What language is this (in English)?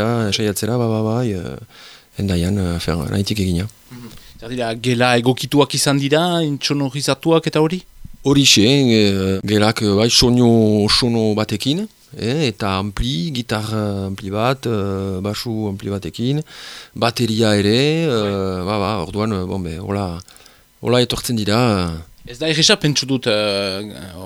Basque